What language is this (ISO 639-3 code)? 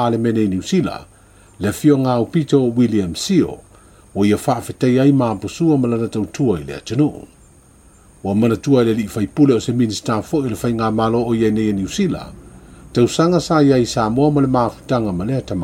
smo